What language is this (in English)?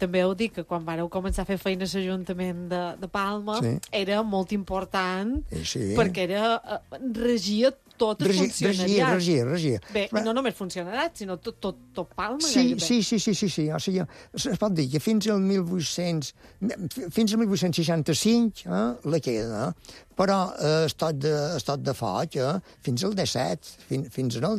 Catalan